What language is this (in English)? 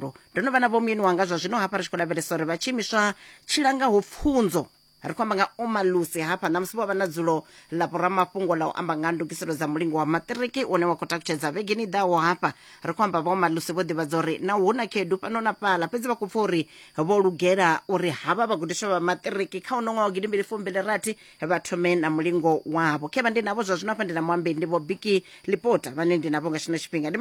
Venda